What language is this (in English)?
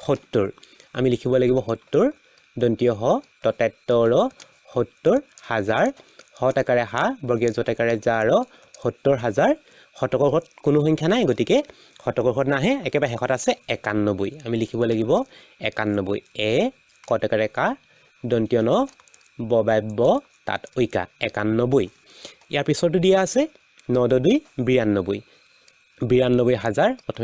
Assamese